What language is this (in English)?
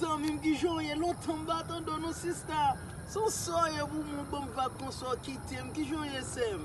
Haitian Creole